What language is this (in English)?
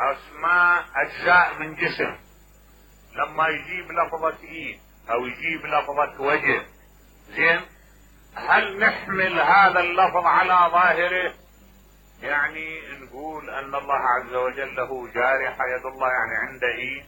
Mesopotamian Arabic